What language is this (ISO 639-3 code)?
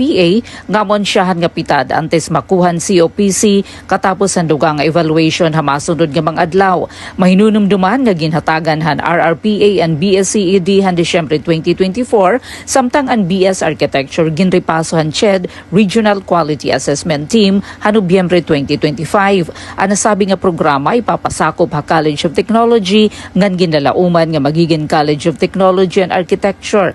war